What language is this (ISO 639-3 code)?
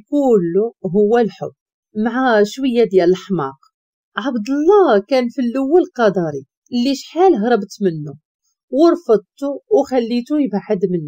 ary